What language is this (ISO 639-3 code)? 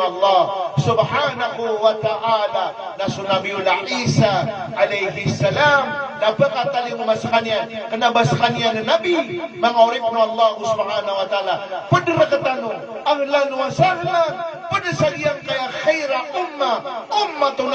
mrw